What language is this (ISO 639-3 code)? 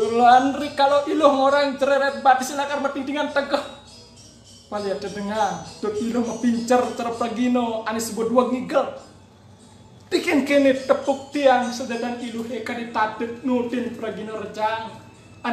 ban